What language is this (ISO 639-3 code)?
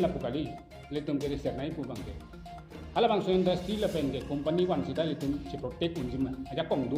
mjw